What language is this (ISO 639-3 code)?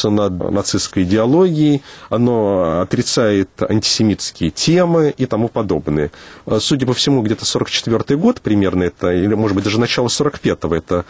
rus